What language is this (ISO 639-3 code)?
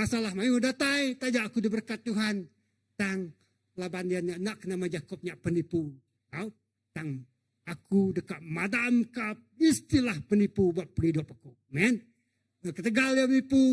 iba